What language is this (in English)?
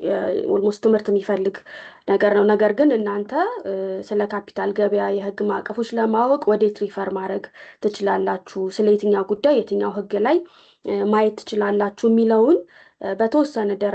Amharic